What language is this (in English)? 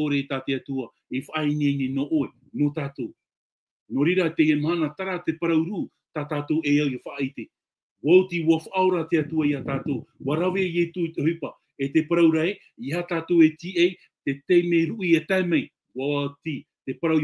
Tahitian